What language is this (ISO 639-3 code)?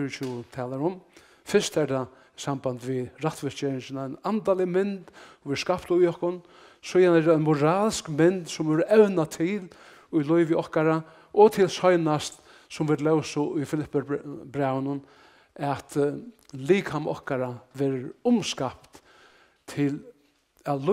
fao